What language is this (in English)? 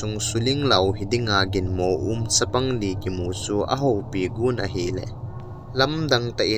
Thado Chin